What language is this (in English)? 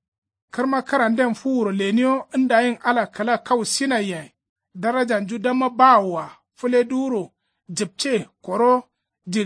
Kanuri